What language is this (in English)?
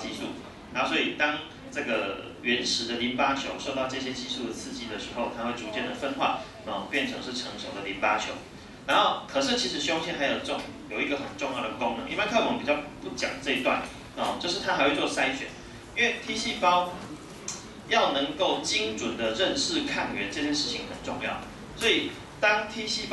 Chinese